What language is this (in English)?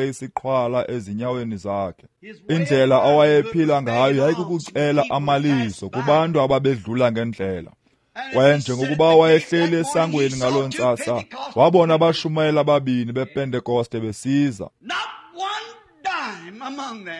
Xhosa